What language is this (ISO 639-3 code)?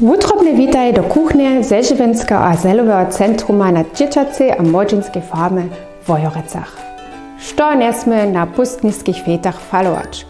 hsb